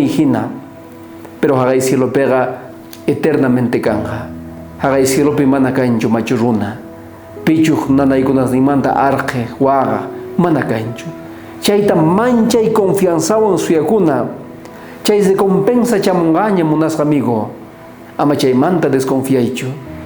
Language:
South Bolivian Quechua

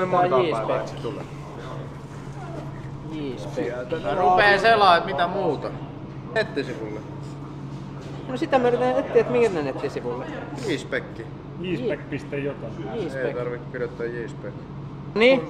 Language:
Finnish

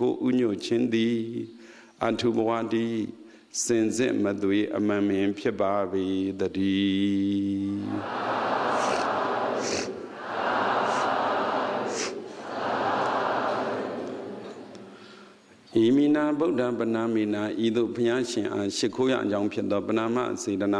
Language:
Burmese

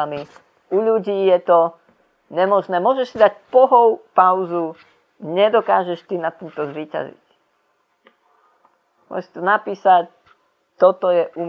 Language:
Slovak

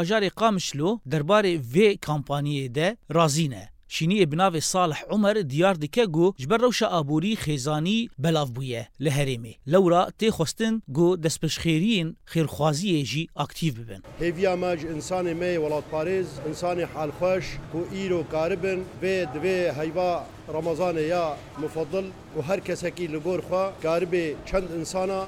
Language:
Kurdish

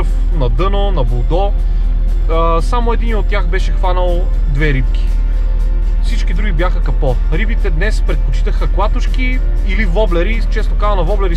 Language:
Bulgarian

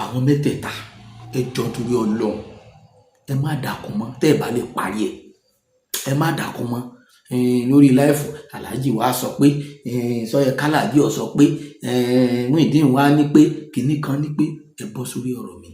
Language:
Yoruba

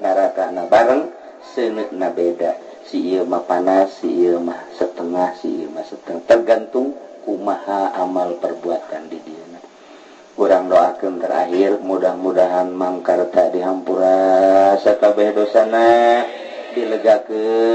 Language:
Sundanese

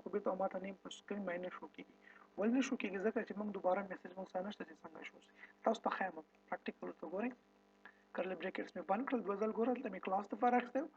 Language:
Pashto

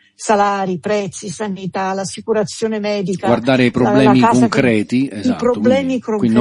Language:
Italian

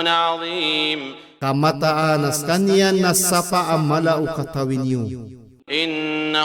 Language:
Maranao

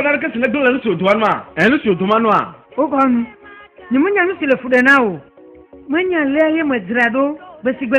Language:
Ewe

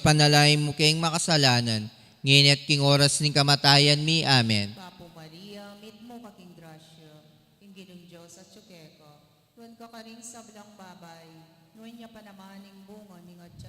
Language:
Pampanga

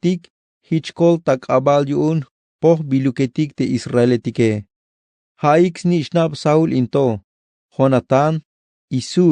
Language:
Tzeltal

